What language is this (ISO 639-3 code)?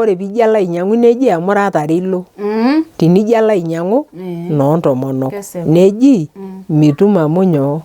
mas